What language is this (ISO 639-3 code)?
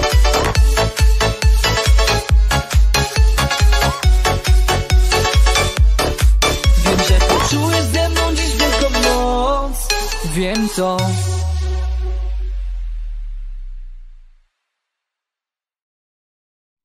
pol